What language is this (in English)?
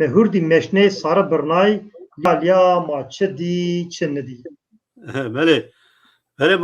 Zaza